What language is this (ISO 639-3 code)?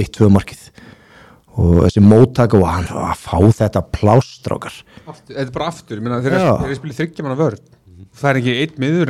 isl